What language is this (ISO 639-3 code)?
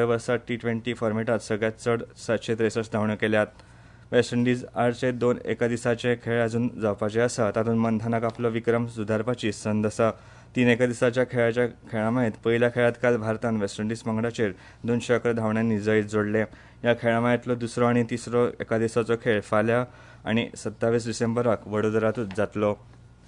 kok